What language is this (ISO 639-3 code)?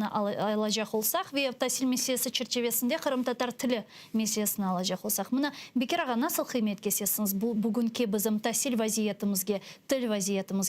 crh